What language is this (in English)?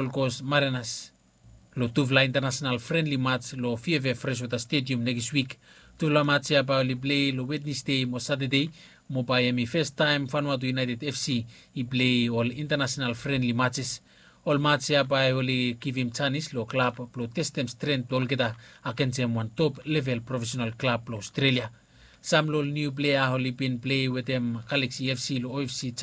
Bislama